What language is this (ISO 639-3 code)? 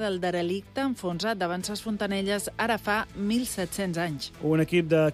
cat